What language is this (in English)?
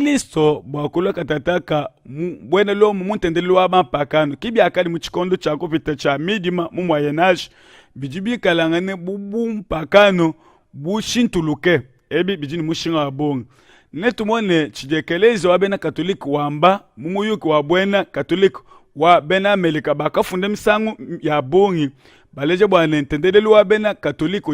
Luba-Lulua